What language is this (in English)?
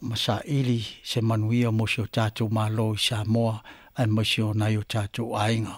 Samoan